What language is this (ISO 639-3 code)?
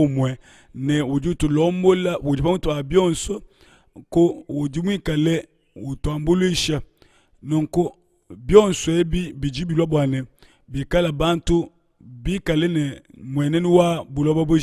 lua